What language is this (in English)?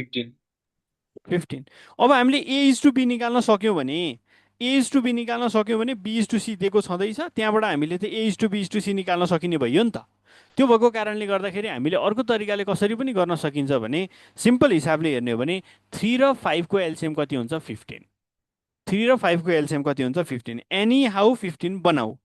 Nepali